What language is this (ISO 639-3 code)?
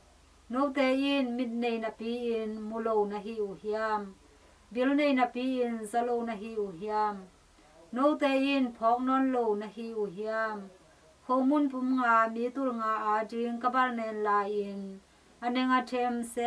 ctd